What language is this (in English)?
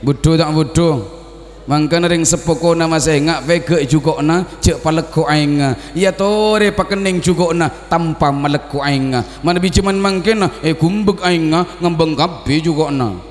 Madurese